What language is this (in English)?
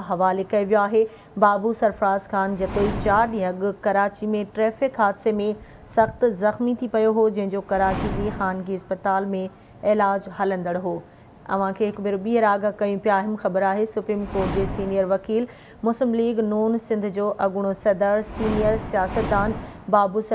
Sindhi